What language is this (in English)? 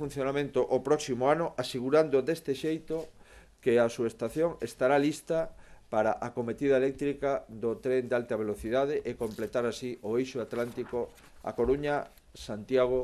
Galician